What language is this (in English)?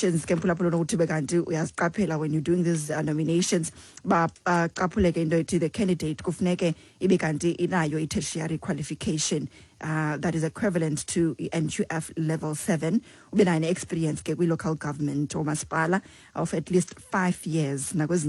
Xhosa